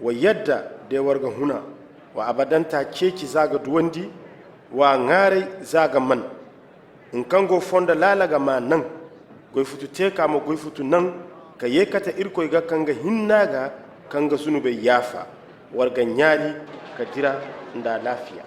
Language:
Zarma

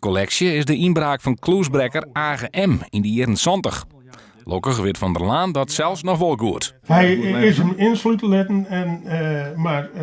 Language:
Western Frisian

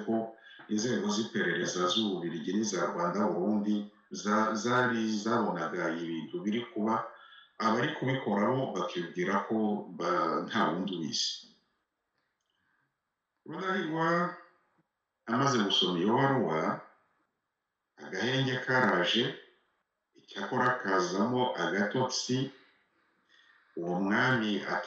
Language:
Kinyarwanda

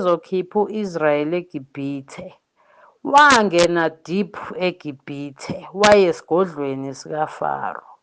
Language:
Zulu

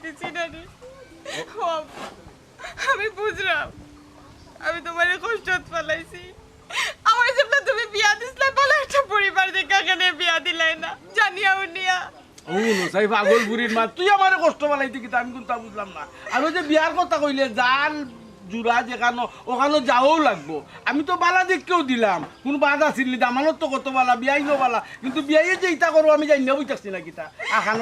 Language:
Sylheti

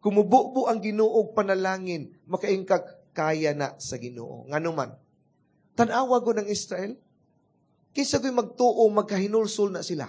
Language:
Cebuano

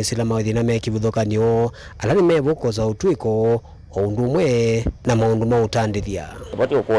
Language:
Kamba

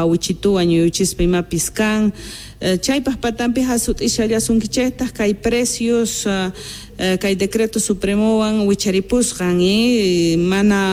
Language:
South Bolivian Quechua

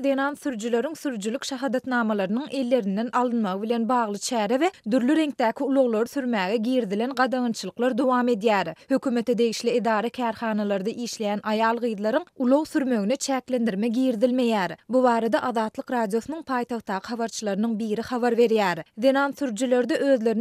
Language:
Turkmen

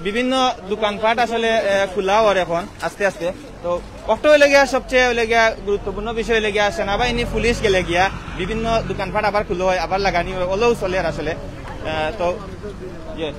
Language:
Sylheti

